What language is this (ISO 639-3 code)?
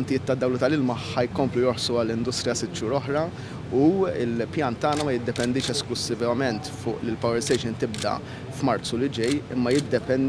mlt